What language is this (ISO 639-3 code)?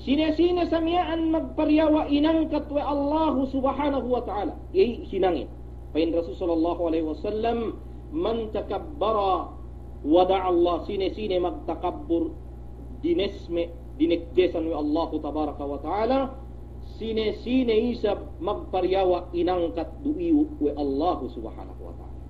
yka